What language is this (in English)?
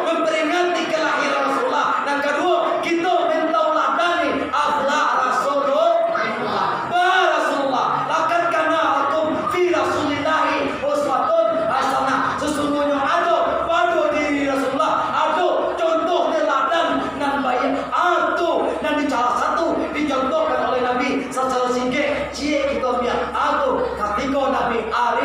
Minangkabau